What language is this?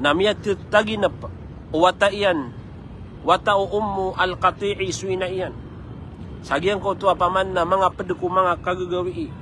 Maranao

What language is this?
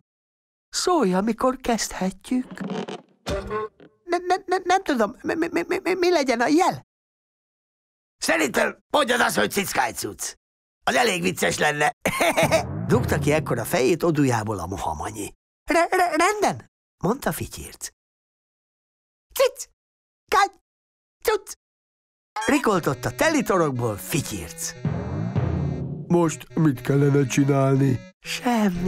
Hungarian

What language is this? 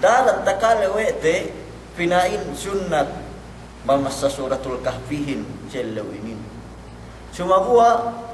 Yakan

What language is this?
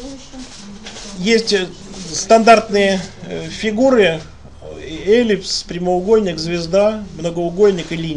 Russian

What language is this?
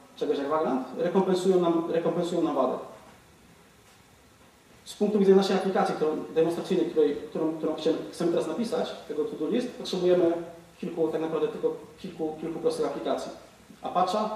Polish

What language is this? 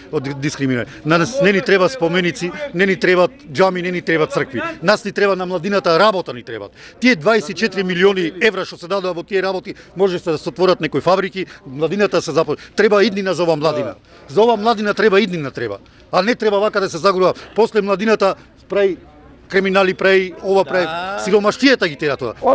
Macedonian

